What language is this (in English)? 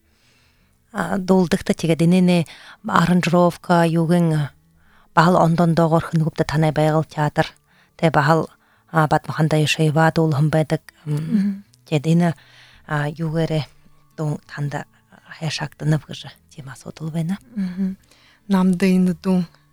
Buriat